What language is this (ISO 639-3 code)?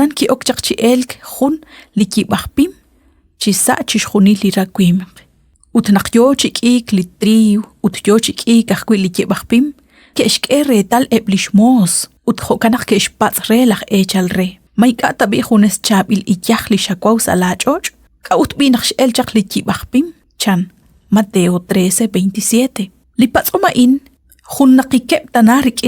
kek